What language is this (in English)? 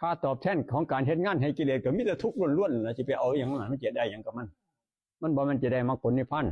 Northeastern Thai